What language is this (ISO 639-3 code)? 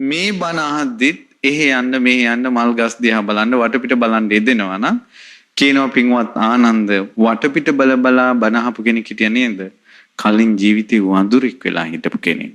sin